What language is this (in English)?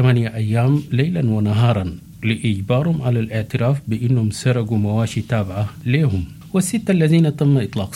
Arabic